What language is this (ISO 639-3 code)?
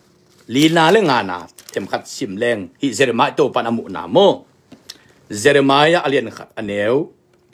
ctd